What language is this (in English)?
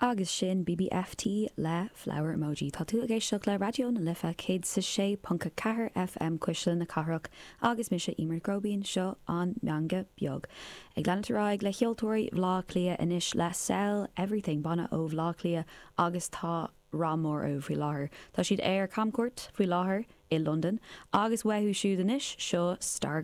Irish